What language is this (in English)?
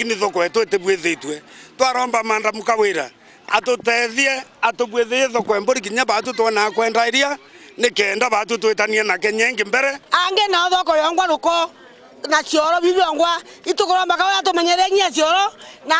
Meru